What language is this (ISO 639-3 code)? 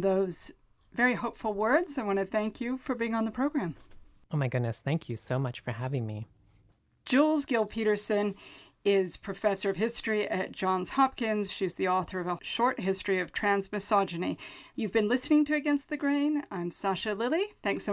eng